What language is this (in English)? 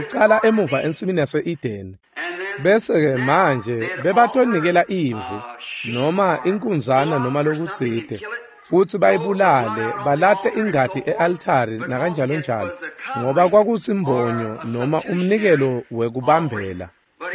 Swati